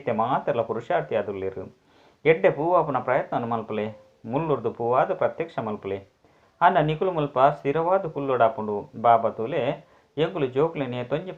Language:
Tulu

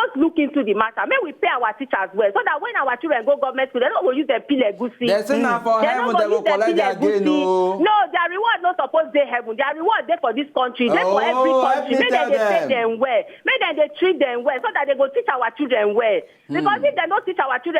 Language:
Nigerian Pidgin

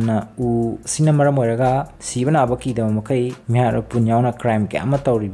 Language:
Manipuri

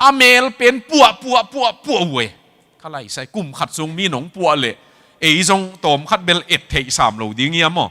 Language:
Tedim Chin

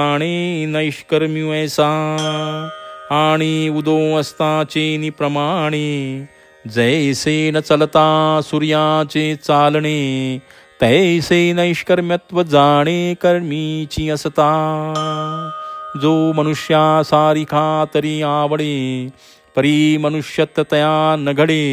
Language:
Marathi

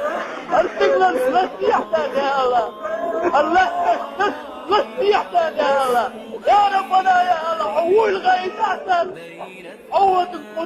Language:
Chechen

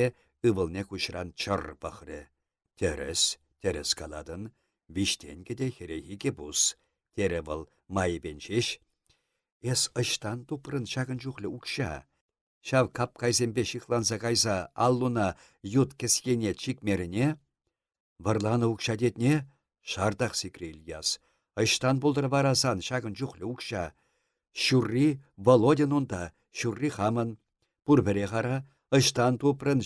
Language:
Chuvash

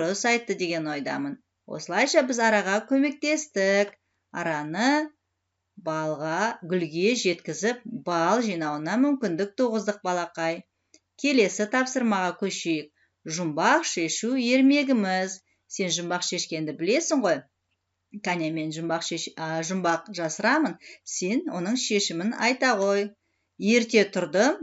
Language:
Kazakh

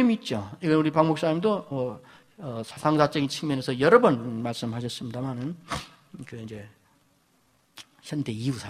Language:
Korean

